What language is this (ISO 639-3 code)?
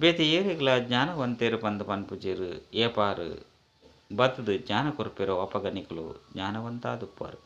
tcy